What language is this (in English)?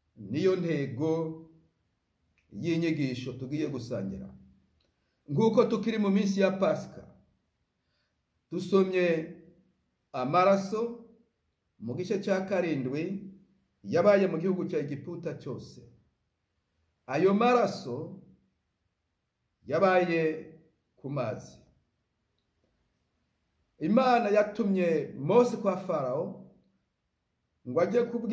Kinyarwanda